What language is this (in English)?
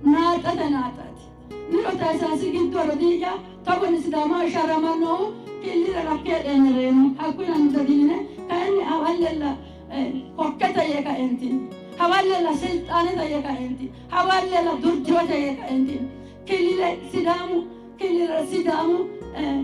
Sidamo